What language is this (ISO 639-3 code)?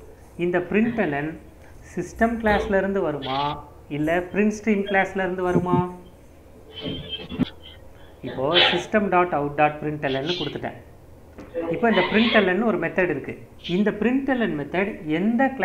tam